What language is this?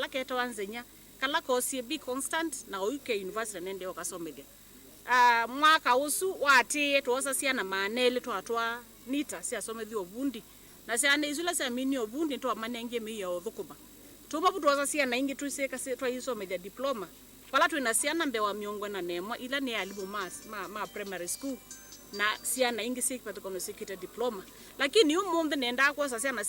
Kamba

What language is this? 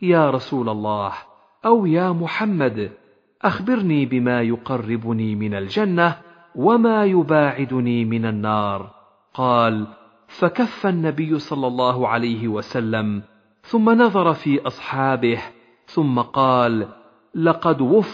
Arabic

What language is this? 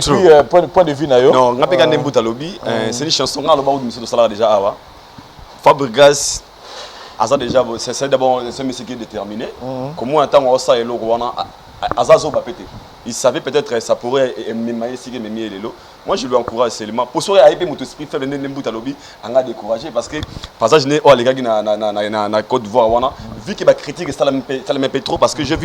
Lingala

